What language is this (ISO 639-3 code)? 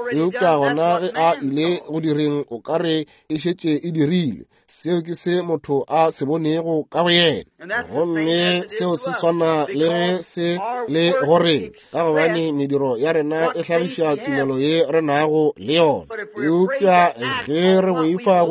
nso